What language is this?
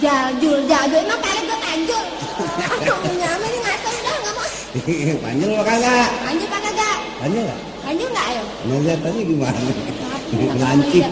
Betawi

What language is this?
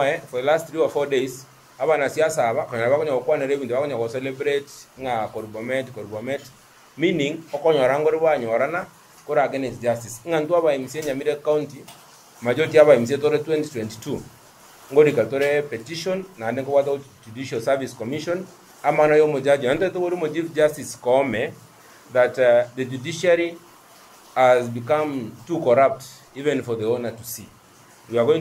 Gusii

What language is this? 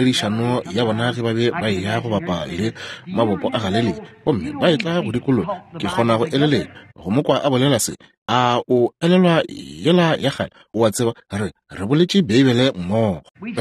Northern Sotho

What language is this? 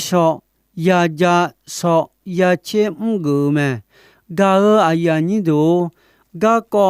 Akha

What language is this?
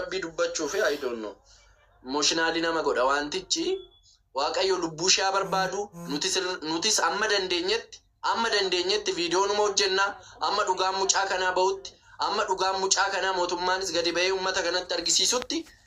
Oromo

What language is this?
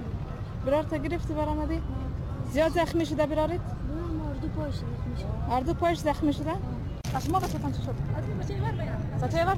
Persian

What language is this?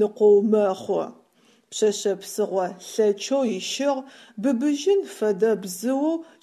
Adyghe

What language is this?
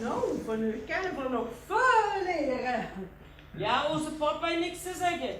Limburgish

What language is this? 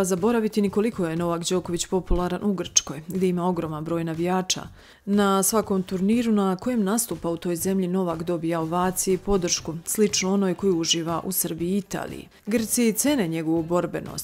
Serbian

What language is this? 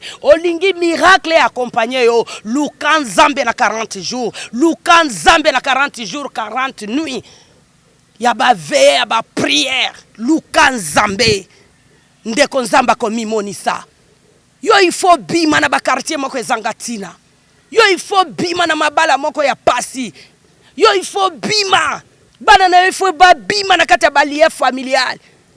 Lingala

